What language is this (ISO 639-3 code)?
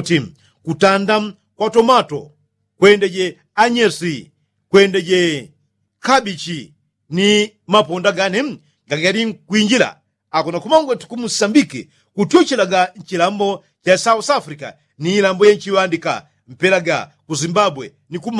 yao